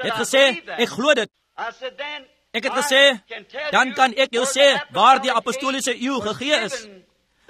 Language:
Afrikaans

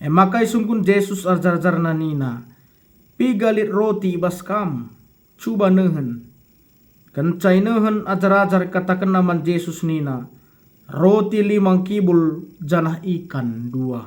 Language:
Batak Karo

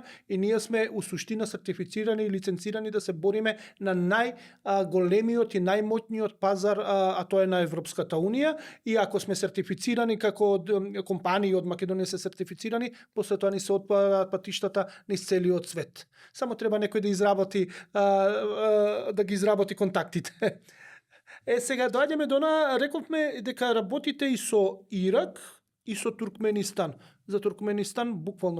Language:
Macedonian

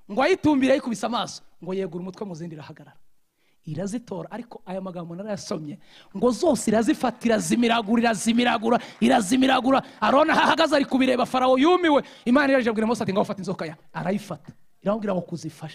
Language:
Kinyarwanda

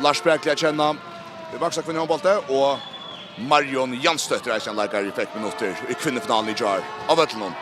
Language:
Faroese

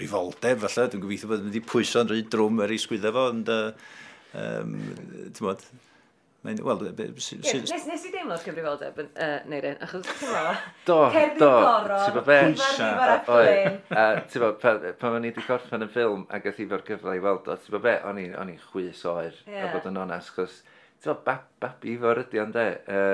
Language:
Welsh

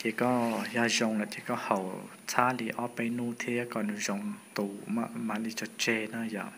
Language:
Hmong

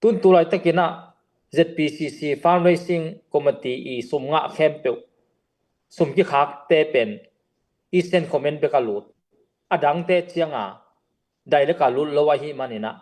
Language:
Tedim Chin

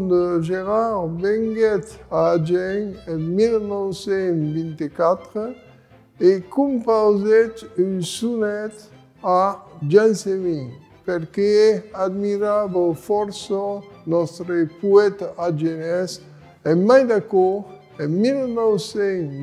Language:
Occitan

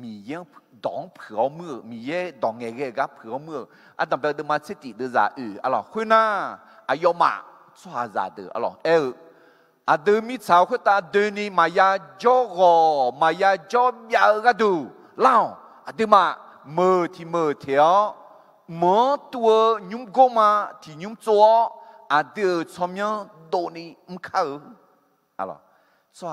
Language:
Akha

